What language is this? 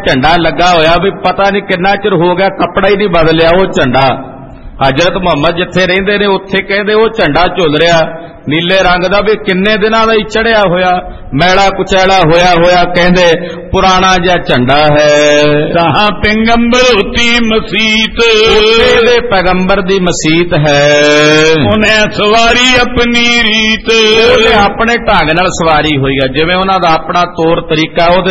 Punjabi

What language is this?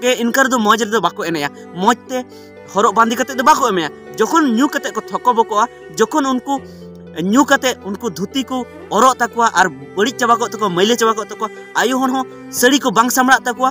Santali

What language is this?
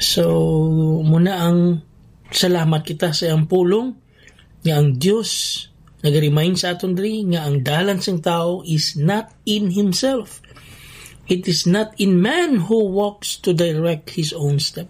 Hiligaynon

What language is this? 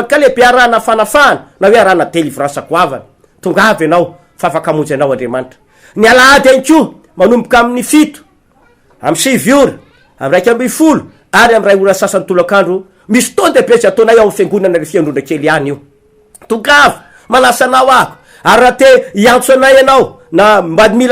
Malagasy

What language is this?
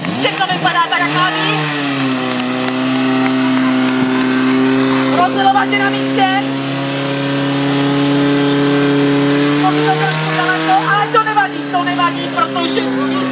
Czech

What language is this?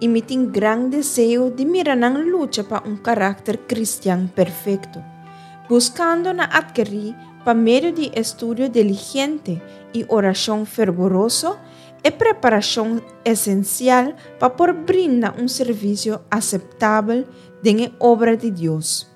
Papiamento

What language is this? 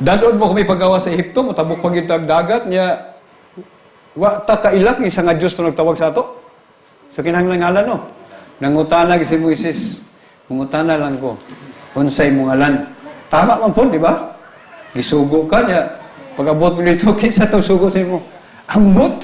Cebuano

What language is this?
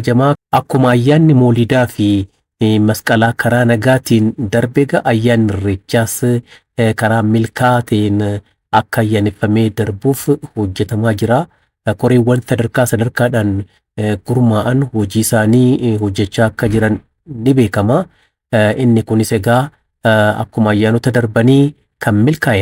Oromo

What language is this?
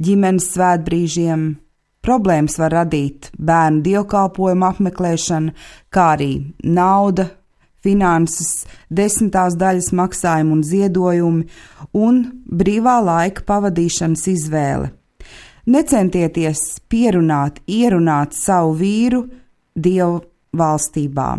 Latvian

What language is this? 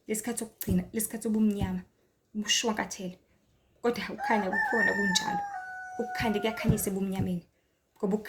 Zulu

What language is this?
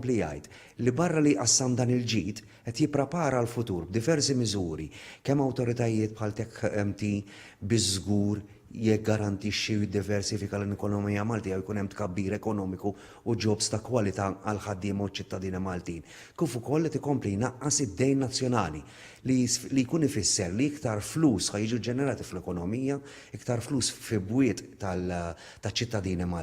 Maltese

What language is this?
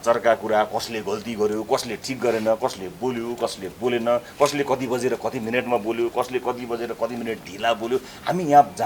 Nepali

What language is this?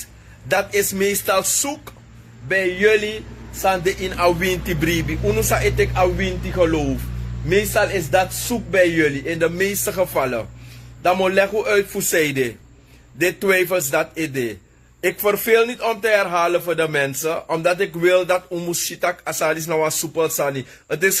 Sranan Tongo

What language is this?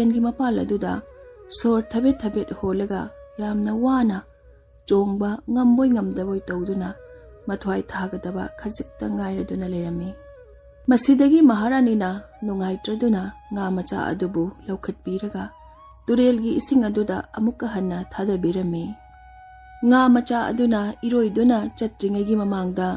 Manipuri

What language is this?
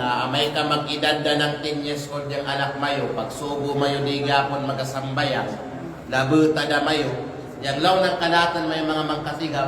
Kalagan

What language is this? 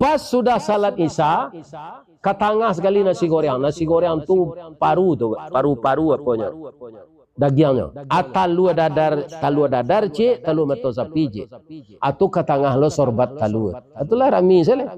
Minangkabau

